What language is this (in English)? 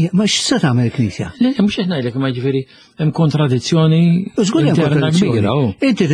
Maltese